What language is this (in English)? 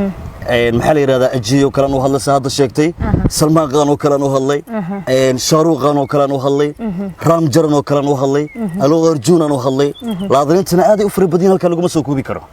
Somali